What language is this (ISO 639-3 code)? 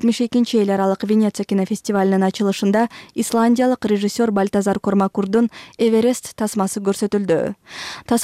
kir